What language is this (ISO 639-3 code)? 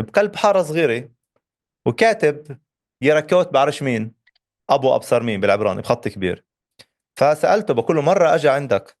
apc